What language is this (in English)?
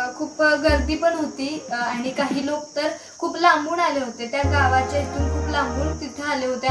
Marathi